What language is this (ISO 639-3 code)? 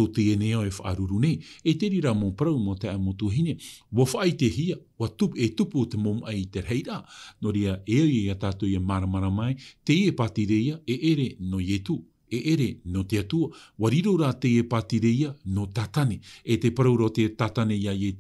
tah